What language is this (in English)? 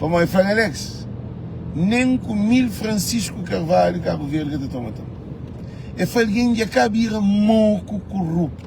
Kabuverdianu